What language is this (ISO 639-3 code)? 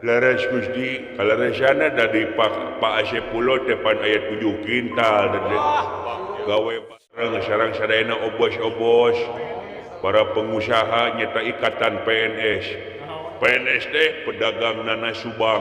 sun